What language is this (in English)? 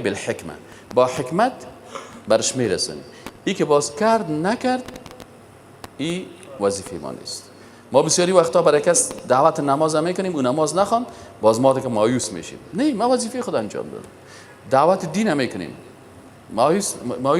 Persian